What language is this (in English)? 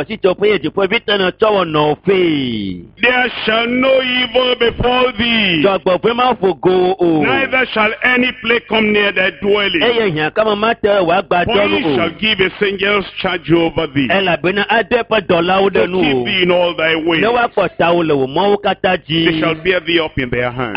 Ewe